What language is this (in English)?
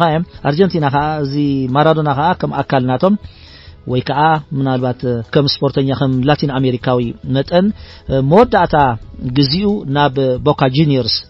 Tigrinya